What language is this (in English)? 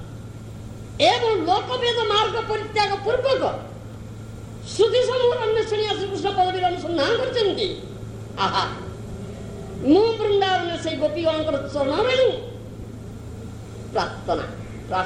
Odia